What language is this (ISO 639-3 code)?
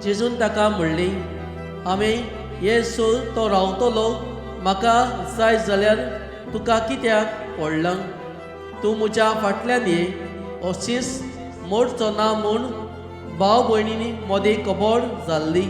kok